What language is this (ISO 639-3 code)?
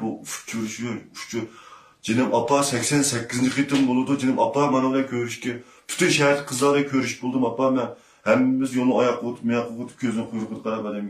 uig